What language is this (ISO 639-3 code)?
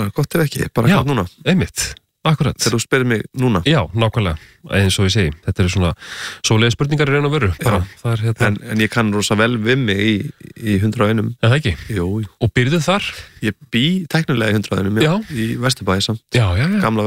isl